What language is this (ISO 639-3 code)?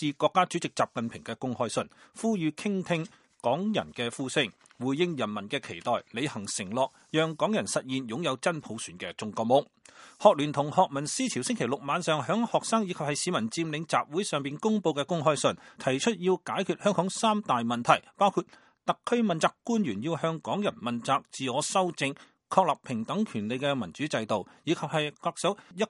yue